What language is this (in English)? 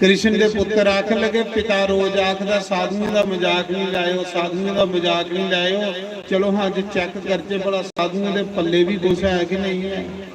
Dogri